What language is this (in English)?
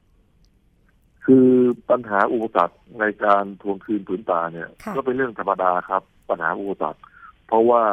Thai